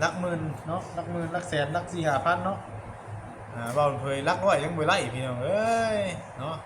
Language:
Northeastern Thai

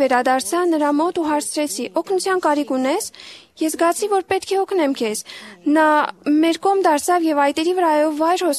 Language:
Armenian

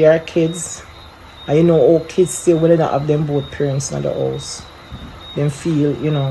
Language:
Jamaican Creole English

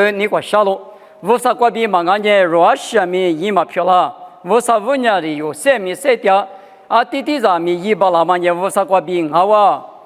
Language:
Lisu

